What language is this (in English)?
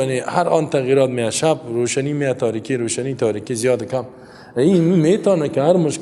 Persian